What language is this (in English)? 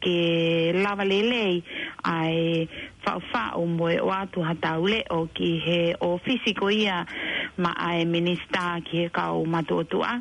Tongan